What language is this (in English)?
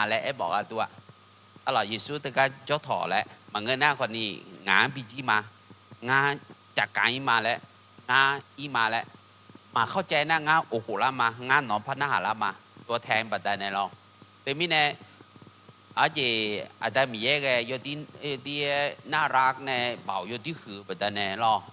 Akha